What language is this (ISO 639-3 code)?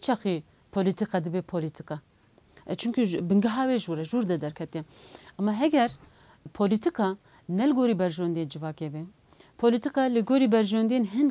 kur